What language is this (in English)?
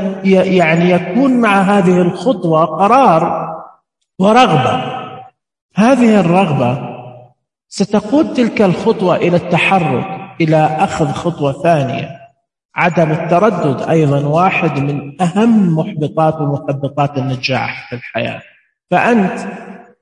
Najdi Arabic